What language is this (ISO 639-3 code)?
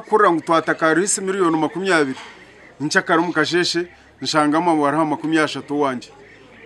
nyn